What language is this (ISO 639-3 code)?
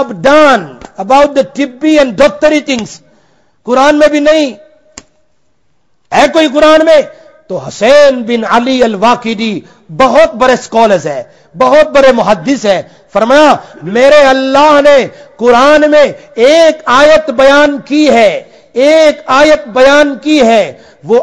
urd